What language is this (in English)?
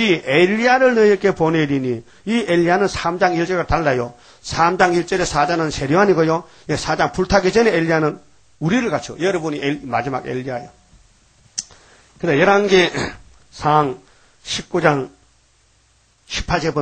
Korean